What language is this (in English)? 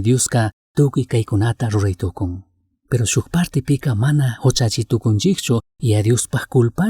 Chimborazo Highland Quichua